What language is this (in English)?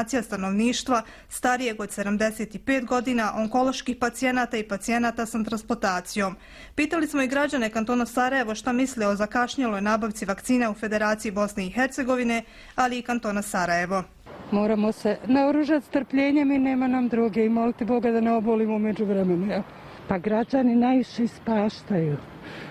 Bosnian